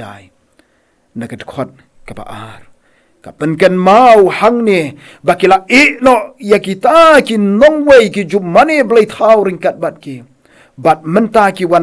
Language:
Khasi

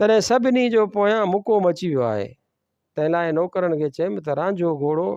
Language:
Sindhi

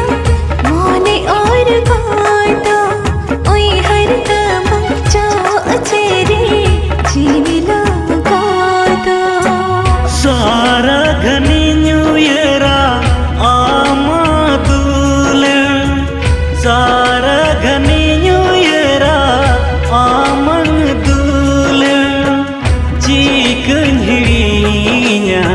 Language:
Santali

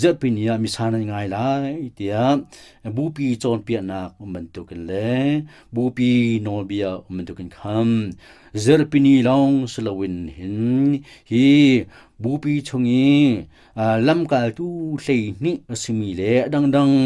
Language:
Hakha Chin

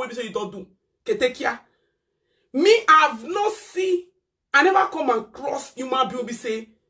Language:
Nigerian Pidgin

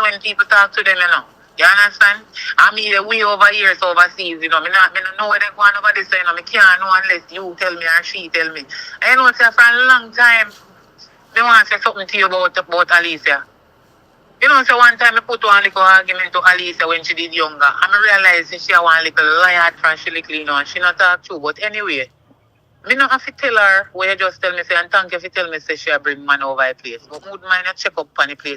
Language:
Jamaican Creole English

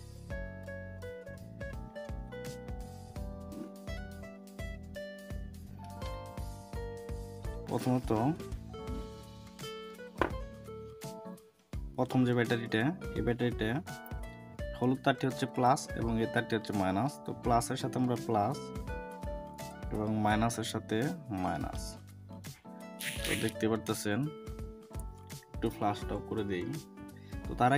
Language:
Bangla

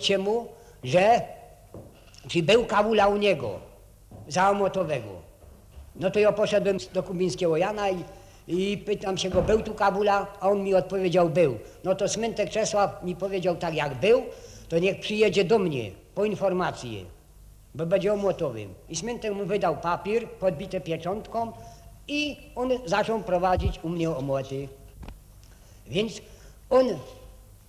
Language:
Polish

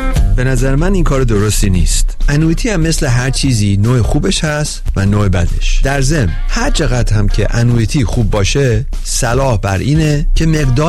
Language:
Persian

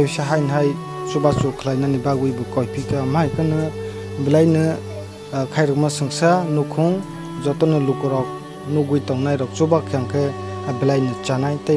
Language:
Kok Borok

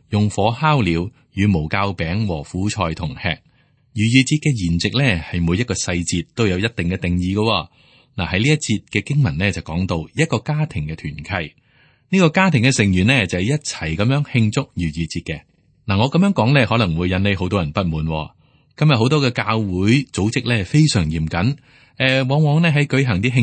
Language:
Cantonese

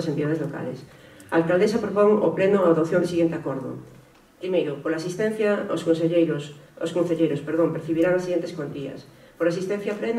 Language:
Galician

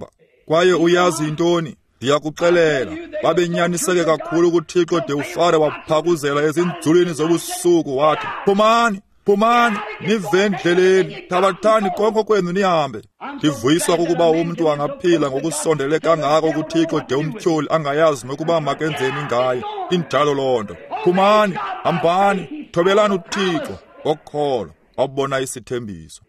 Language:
Xhosa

